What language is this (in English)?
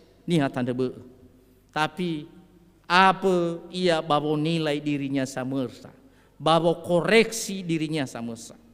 Nias